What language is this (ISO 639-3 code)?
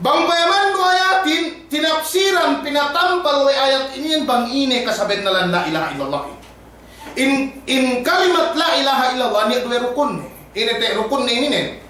yka